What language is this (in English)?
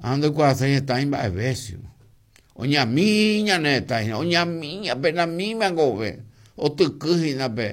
Guarani